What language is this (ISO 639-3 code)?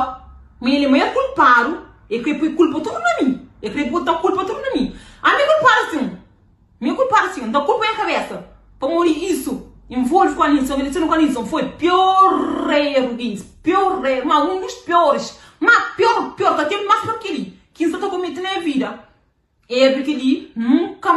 kea